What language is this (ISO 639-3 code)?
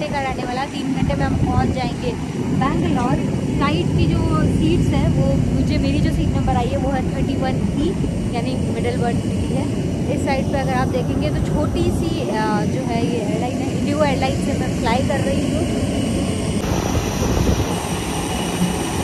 hin